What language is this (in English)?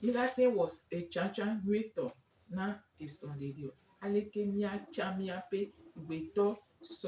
Gen